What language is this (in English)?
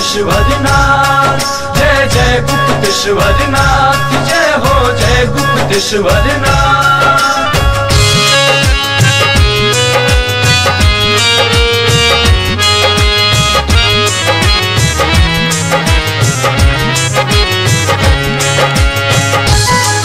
Bhojpuri